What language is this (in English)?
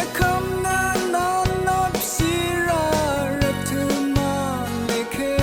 Rawang